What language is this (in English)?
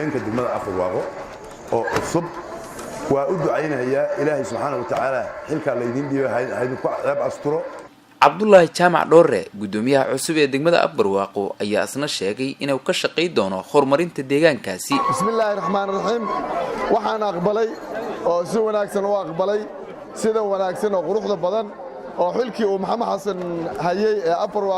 Somali